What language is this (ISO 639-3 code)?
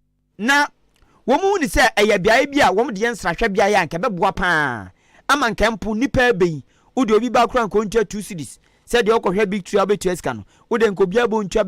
aka